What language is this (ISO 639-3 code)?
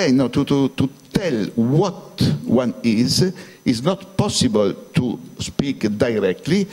eng